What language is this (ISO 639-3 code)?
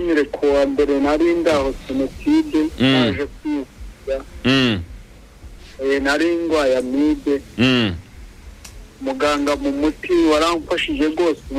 kin